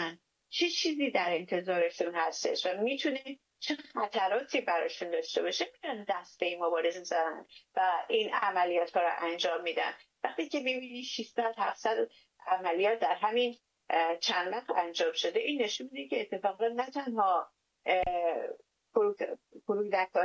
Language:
Persian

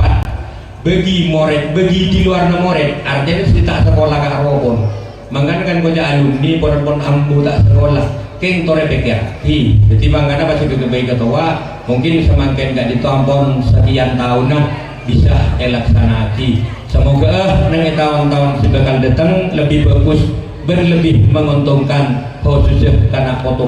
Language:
Madurese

